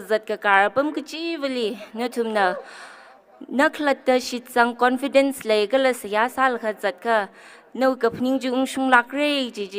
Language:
Tangkhul Naga (India)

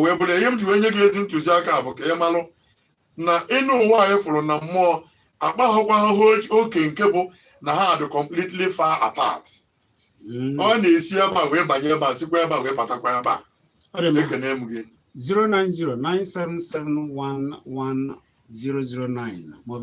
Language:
Igbo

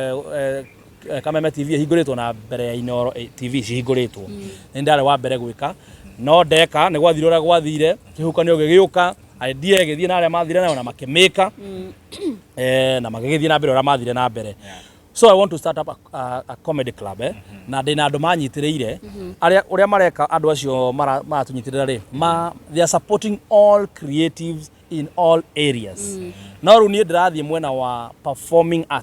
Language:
Kikuyu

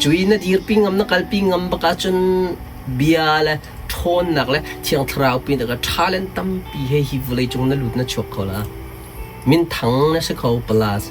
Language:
Hakha Chin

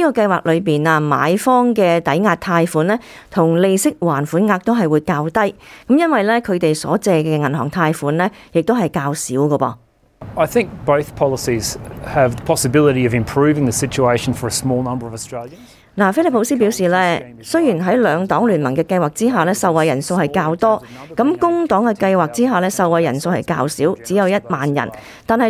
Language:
Cantonese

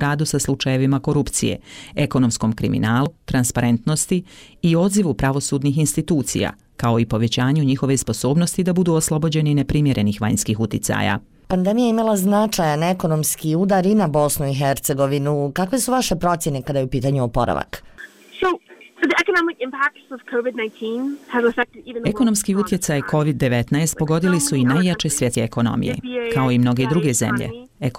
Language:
Bosnian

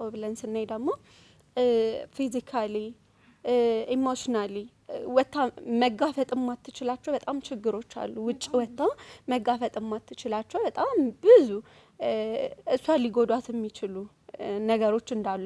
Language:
Amharic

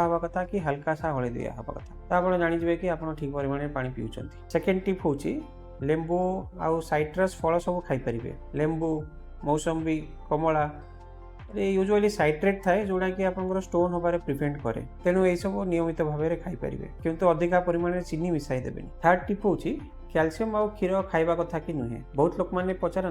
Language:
Odia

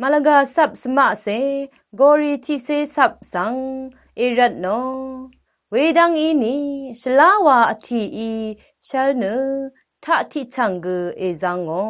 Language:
Rawang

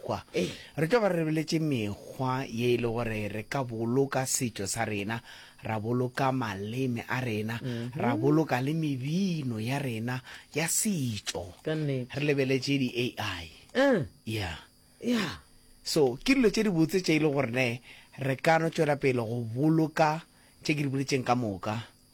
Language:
Northern Sotho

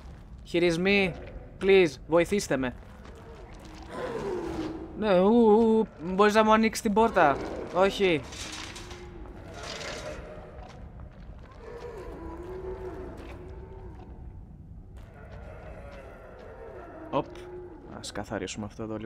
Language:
Greek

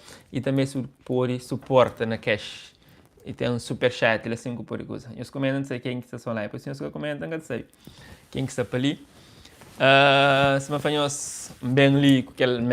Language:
Kabuverdianu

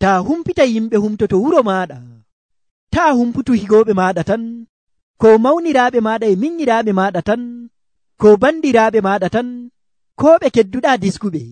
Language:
Nigerian Fulfulde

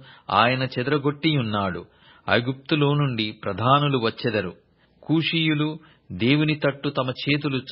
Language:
Telugu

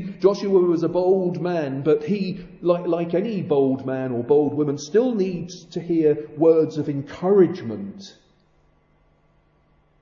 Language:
English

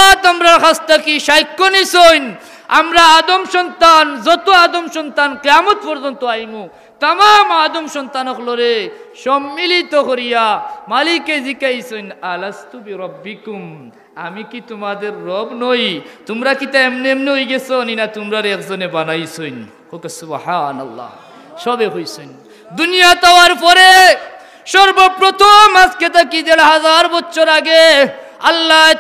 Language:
Sylheti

